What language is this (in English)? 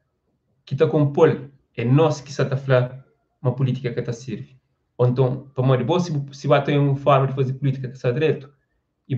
Kabuverdianu